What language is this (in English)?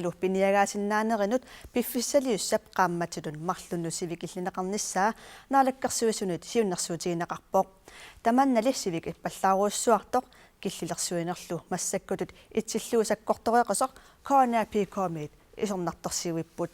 Kalaallisut